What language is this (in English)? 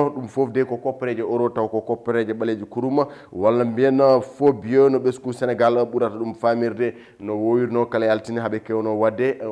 Fula